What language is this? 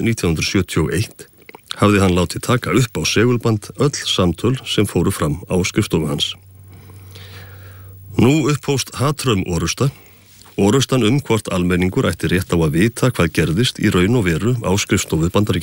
Icelandic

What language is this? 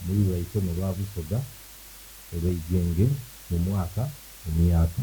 Soga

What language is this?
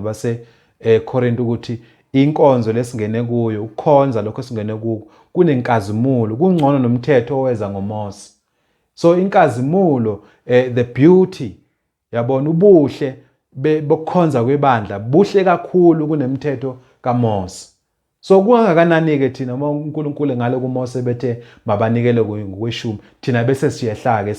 Zulu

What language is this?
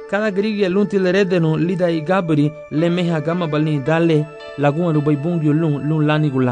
Garifuna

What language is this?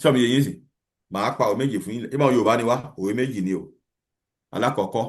Yoruba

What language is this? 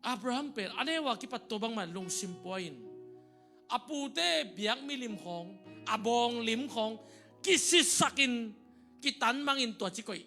Tedim Chin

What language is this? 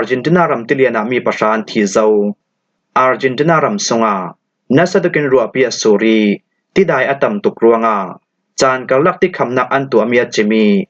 Falam Chin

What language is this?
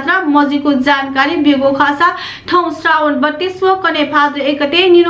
Newari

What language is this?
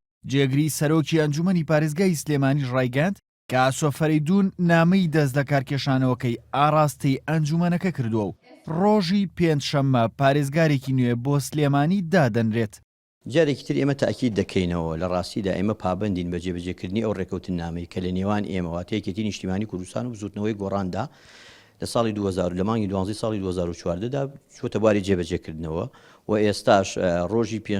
Central Kurdish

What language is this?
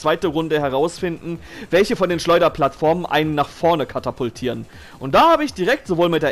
German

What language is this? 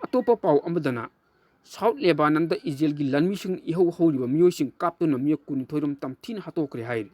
Manipuri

